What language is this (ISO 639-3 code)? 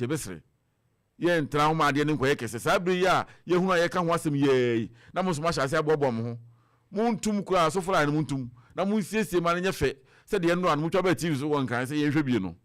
aka